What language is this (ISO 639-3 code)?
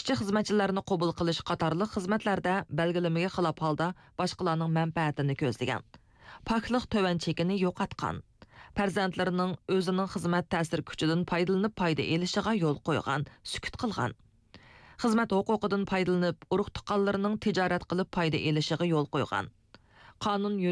uig